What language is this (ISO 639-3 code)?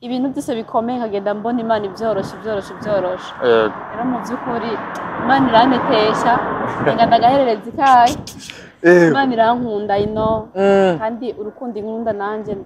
run